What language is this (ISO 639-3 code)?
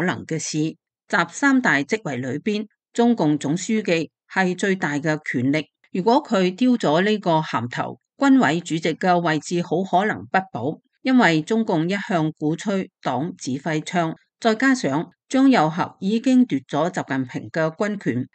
yue